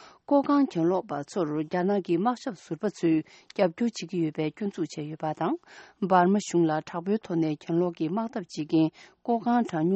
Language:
Tibetan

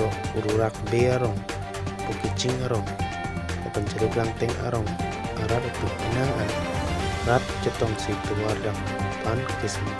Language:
Karbi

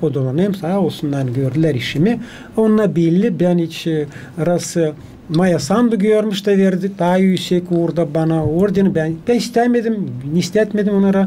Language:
Gagauz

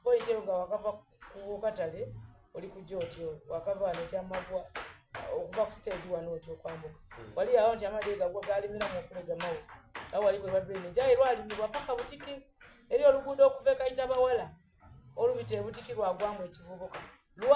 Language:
Soga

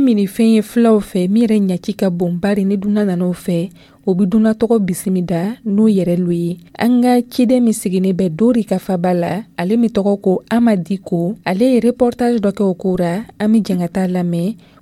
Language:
Dyula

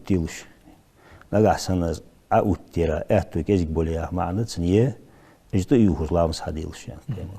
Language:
Ingush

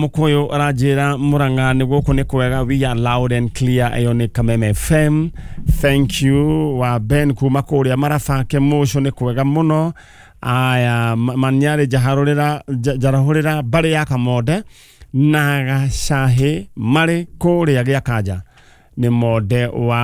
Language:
Kikuyu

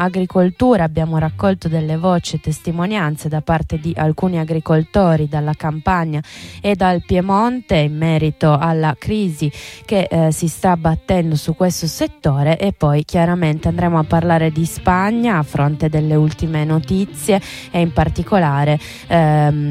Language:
Italian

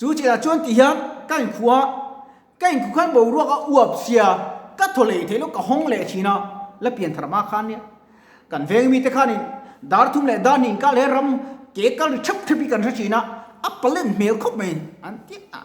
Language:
Mizo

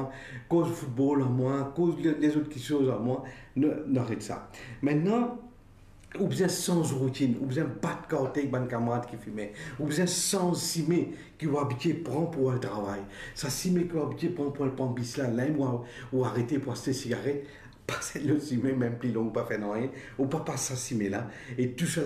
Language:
Morisyen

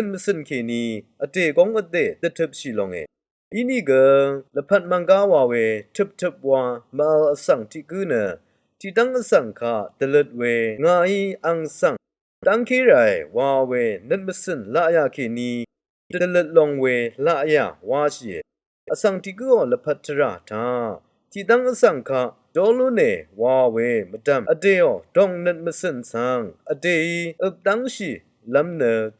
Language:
Rawang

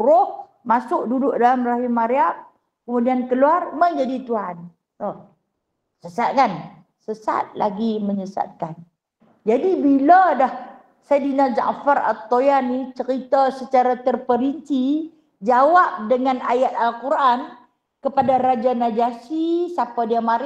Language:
Malay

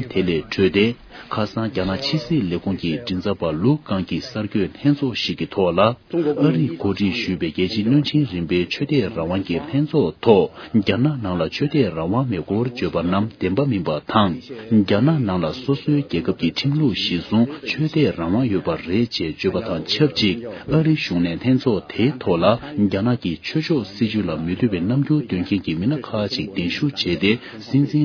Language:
Tibetan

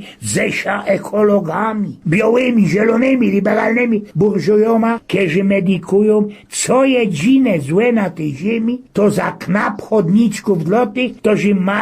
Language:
Silesian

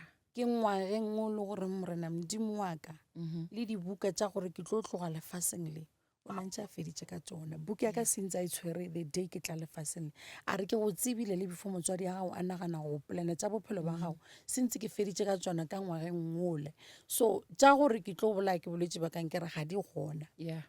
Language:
Northern Sotho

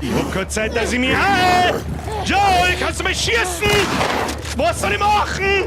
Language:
Bavarian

